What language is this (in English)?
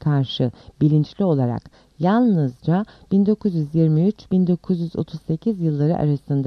Turkish